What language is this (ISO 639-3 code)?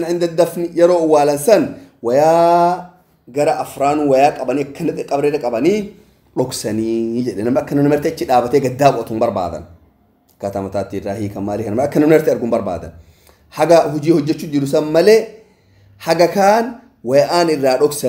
orm